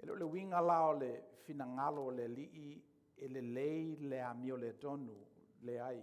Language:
Samoan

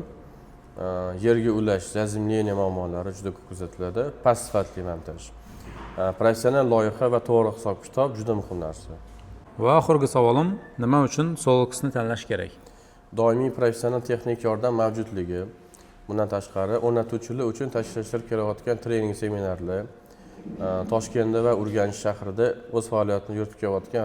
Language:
Uzbek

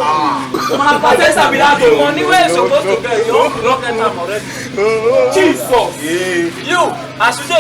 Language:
Nigerian Pidgin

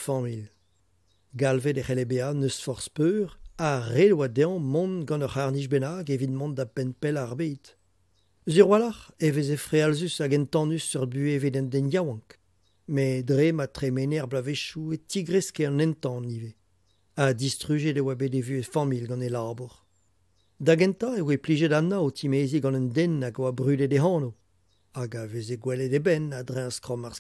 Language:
Breton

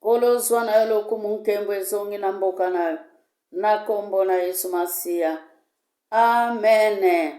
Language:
Lingala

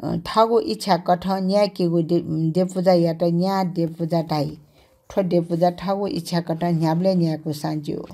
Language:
Newari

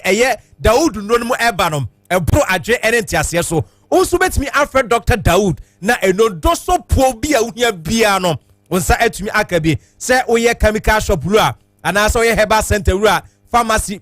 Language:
Akan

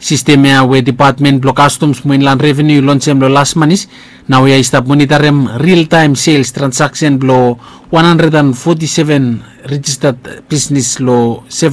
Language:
Bislama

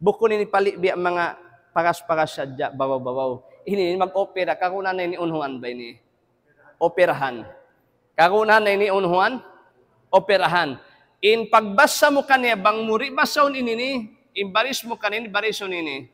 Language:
Tausug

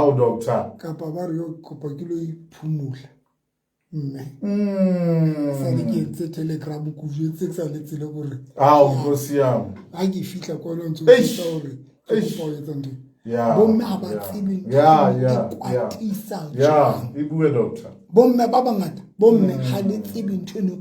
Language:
Southern Sotho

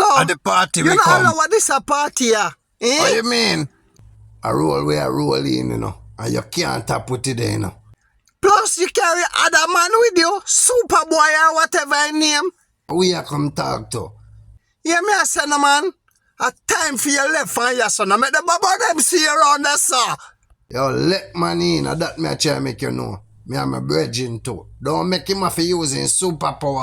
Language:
Jamaican Creole English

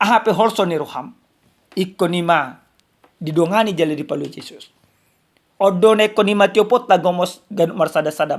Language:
Batak Toba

